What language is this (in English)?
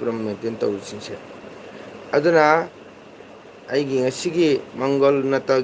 Manipuri